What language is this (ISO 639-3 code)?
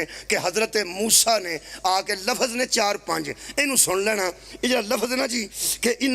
phr